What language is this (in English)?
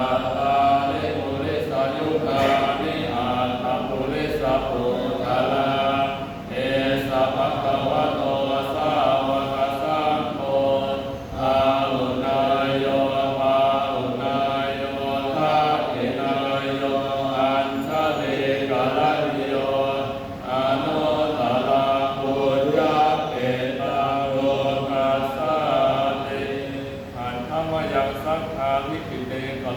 Pali